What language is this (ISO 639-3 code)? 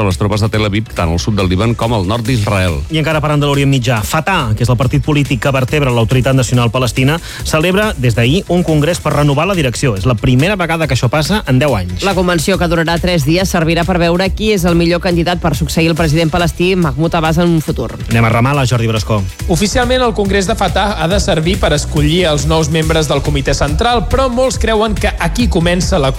cat